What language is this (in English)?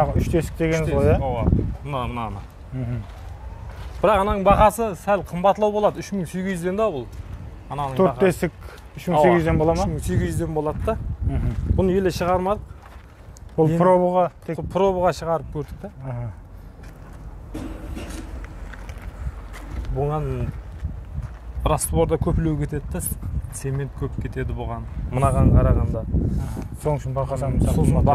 Kazakh